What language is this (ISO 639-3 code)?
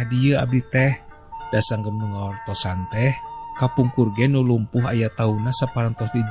sun